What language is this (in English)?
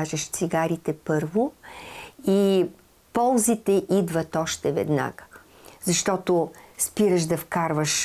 Bulgarian